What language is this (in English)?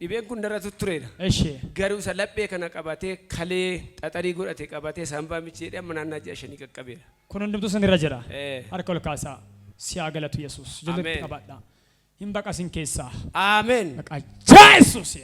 Oromo